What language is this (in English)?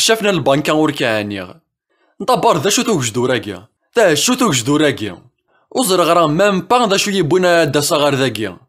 Kabyle